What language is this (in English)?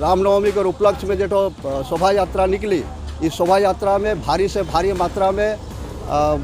Sadri